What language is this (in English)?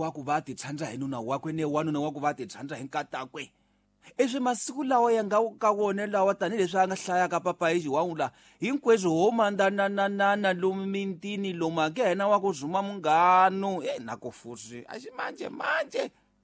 Tsonga